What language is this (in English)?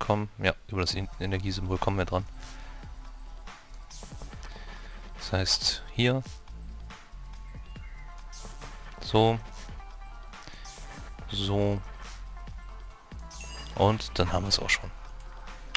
German